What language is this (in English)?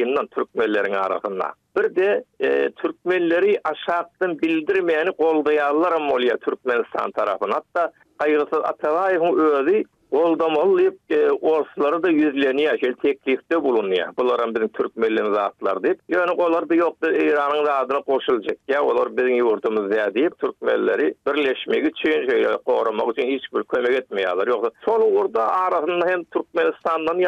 Turkmen